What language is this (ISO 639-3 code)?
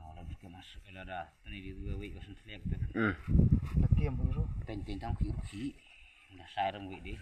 kha